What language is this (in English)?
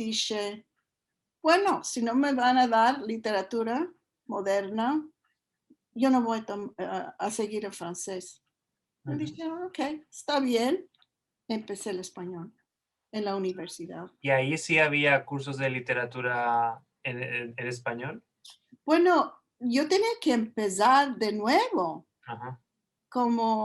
Ladino